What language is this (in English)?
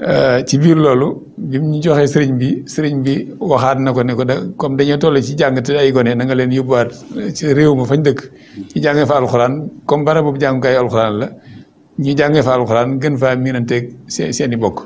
Wolof